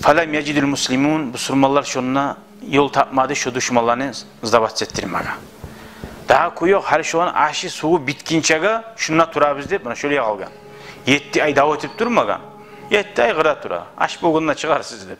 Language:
Kumyk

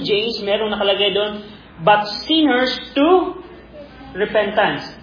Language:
Filipino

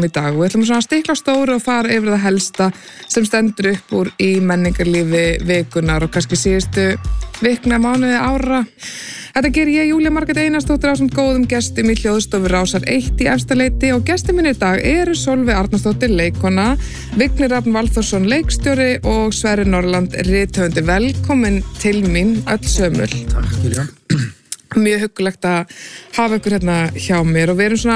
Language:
Icelandic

